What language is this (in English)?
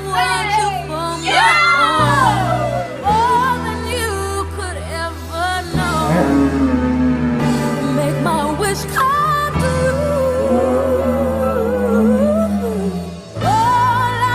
Icelandic